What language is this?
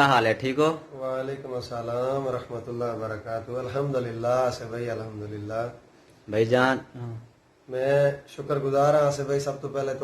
Saraiki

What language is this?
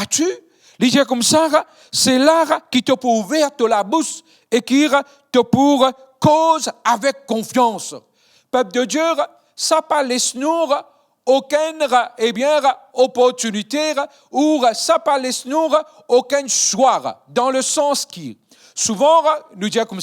Morisyen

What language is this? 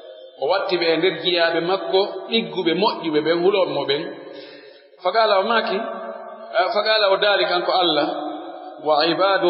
Pular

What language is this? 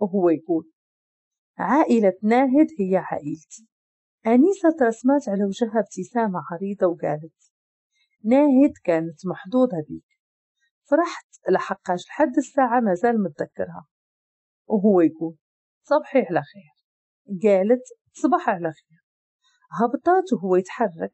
Moroccan Arabic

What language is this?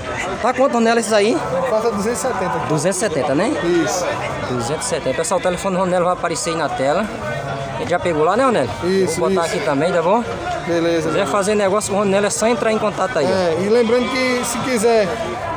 Portuguese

